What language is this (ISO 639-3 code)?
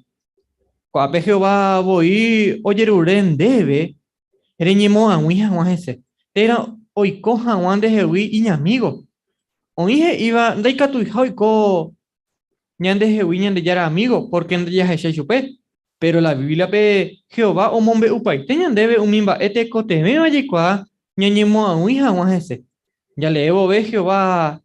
grn